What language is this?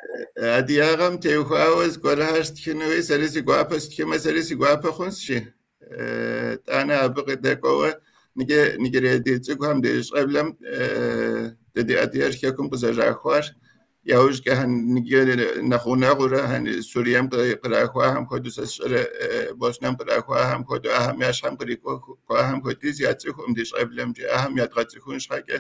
Kabardian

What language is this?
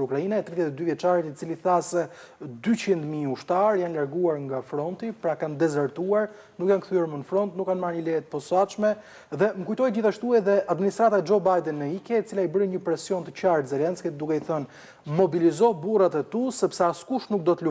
Albanian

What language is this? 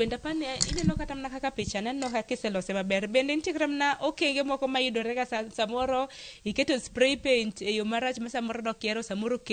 Luo (Kenya and Tanzania)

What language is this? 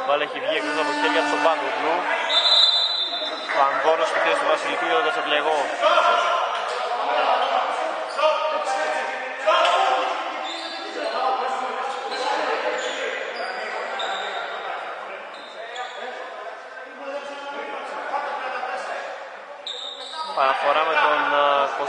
Greek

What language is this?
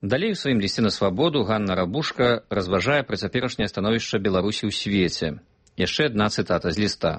Belarusian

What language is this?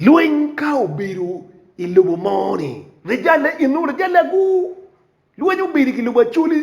Acoli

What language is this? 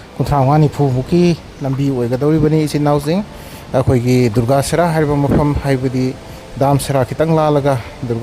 Manipuri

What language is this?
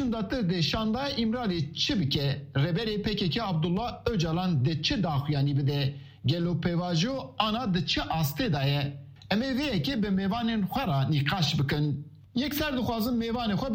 Kurdish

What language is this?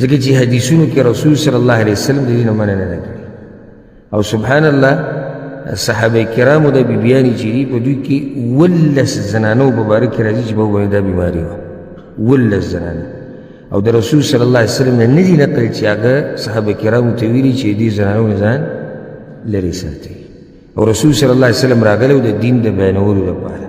Pashto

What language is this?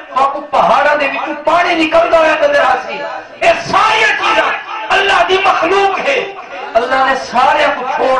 Saraiki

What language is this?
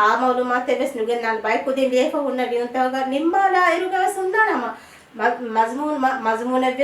Divehi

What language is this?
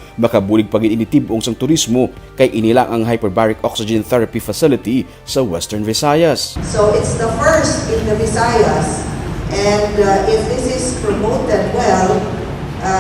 Hiligaynon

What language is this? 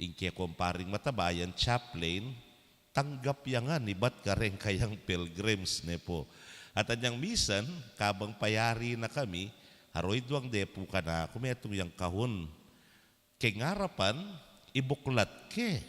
Pampanga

